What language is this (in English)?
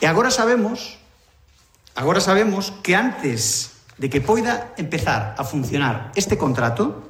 Galician